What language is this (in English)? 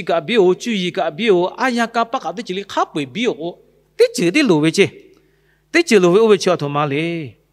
Lahu